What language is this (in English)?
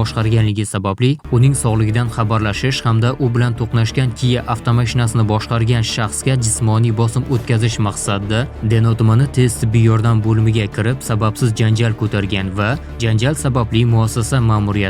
Uzbek